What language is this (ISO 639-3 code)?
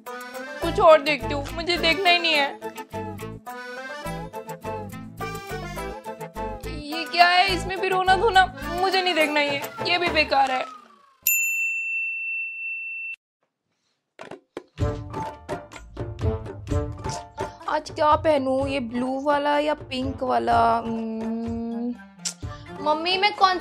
hin